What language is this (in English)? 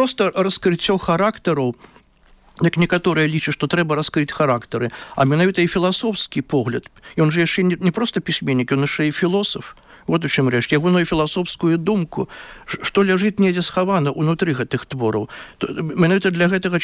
Belarusian